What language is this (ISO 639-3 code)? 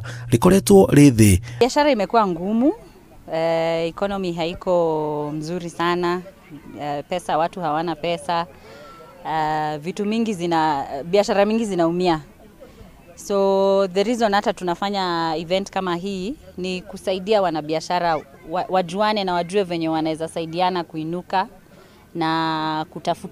kik